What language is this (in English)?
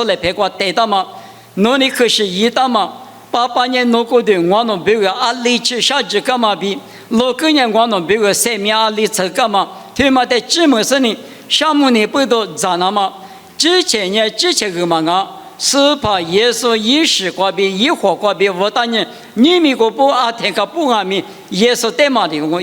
Lisu